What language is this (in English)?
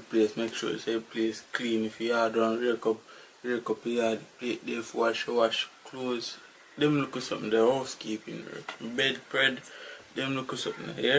Jamaican Creole English